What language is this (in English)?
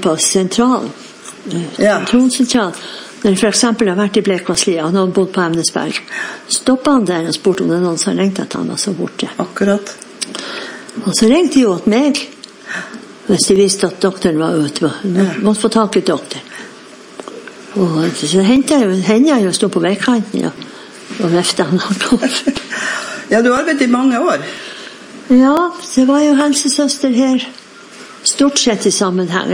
Norwegian